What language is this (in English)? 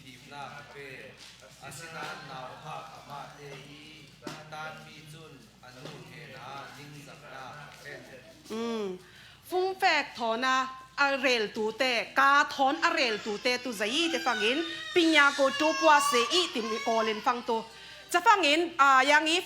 Falam Chin